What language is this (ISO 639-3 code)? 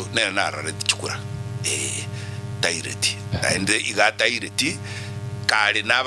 guz